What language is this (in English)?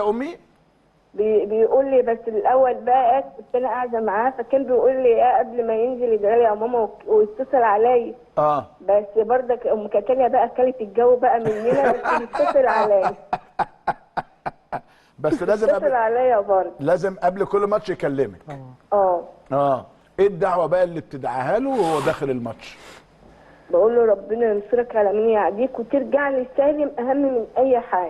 Egyptian Arabic